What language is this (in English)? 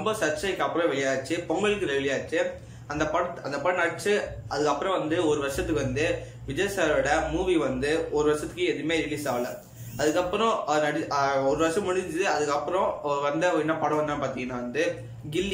Tamil